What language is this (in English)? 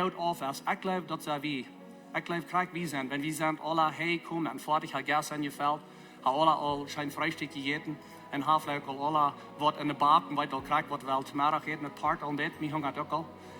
Plautdietsch